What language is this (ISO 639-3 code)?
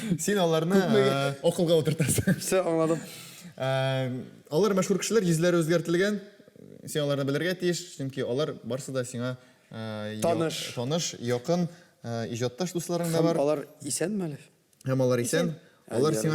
tat